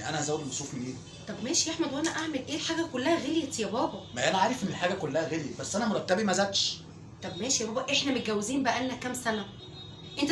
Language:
Egyptian Arabic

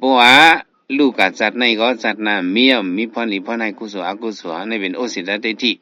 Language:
Shan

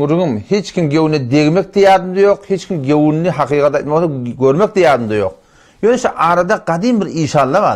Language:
Turkmen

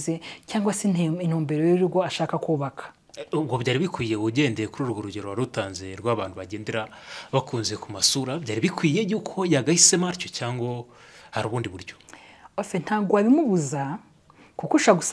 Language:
Kinyarwanda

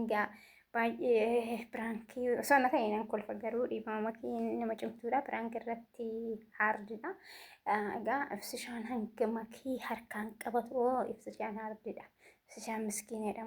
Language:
Oromo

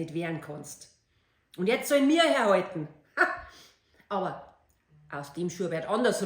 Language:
Bavarian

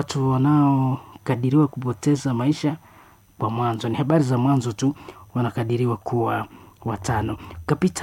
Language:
Swahili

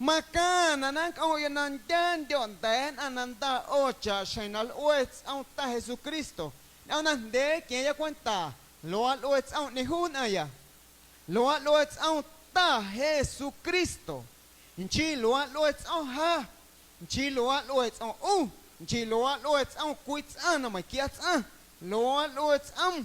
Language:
Guerrero Amuzgo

